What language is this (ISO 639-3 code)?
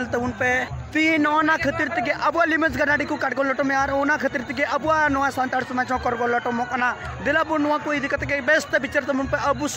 sat